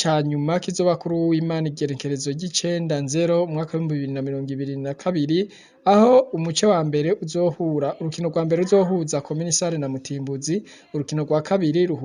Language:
Rundi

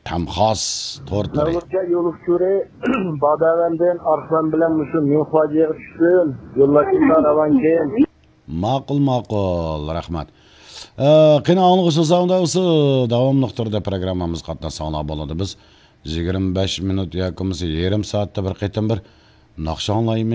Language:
Uyghur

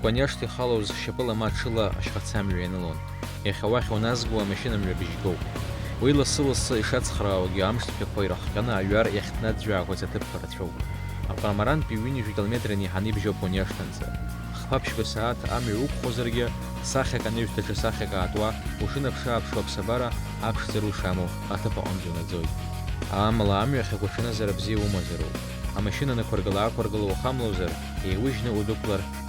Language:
Abkhazian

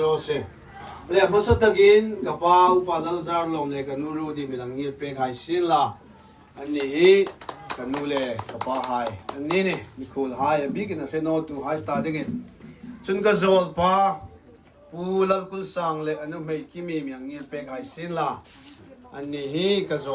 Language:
Hmar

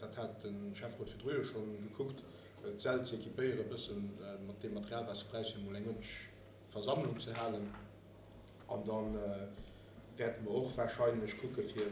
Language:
Luxembourgish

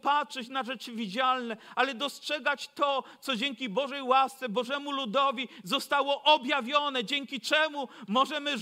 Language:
Polish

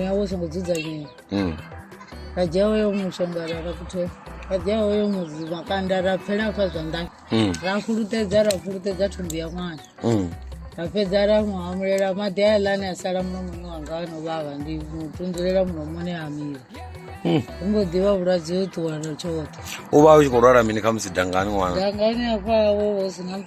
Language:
Venda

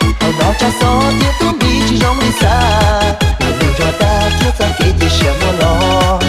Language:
Hmong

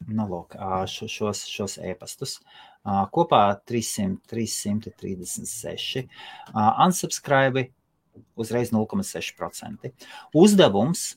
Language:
Latvian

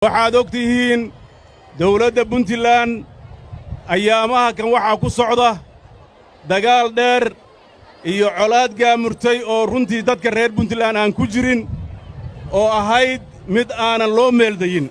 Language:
Somali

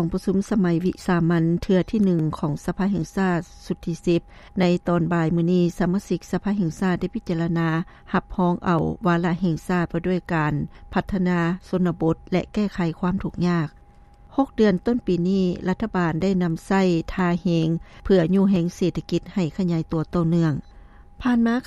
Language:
Lao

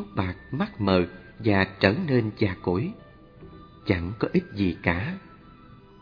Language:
Vietnamese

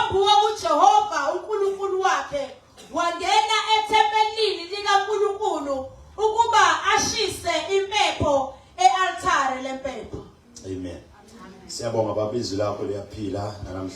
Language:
Zulu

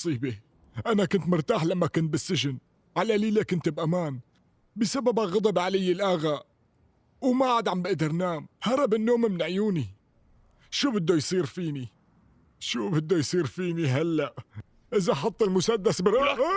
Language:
North Levantine Arabic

